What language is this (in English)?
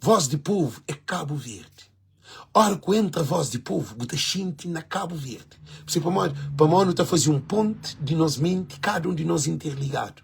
Kabuverdianu